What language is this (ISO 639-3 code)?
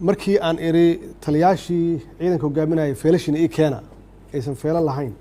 som